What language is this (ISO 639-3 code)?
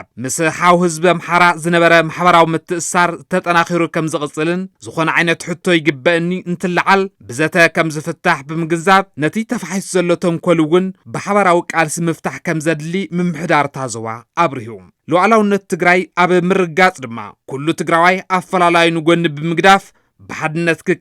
tir